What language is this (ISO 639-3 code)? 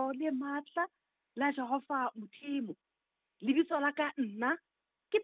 sot